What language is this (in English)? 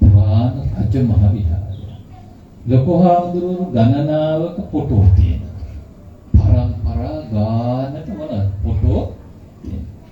Sinhala